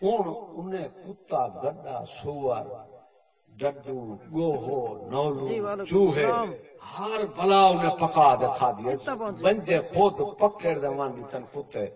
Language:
Saraiki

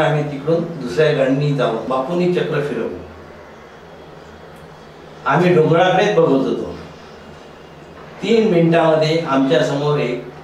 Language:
Marathi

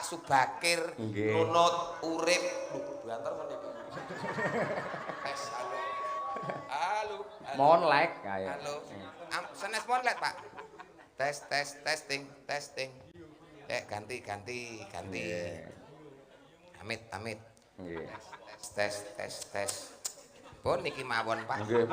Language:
Javanese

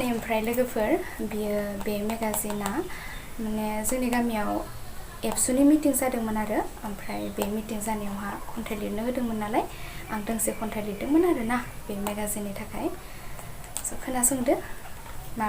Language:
Bodo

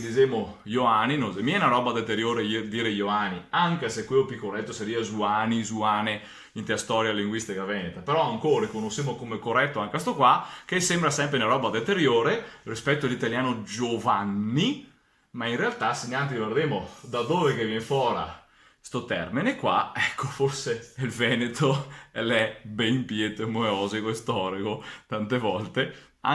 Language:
Venetian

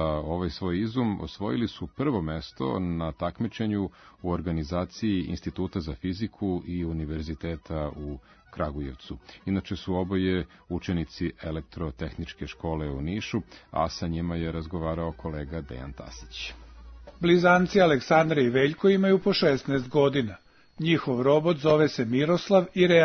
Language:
Serbian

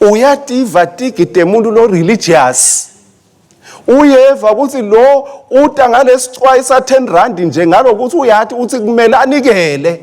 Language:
Swati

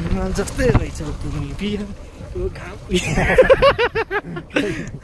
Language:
Nepali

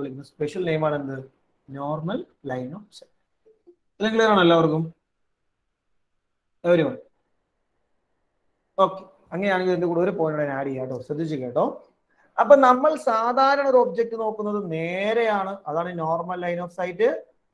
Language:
Malayalam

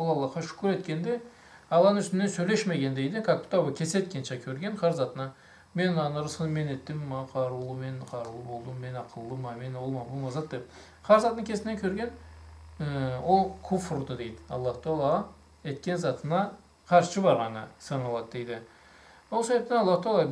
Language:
Karachay-Balkar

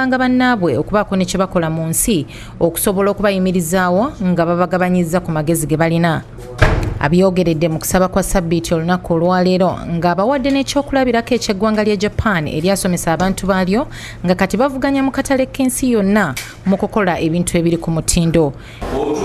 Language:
Ganda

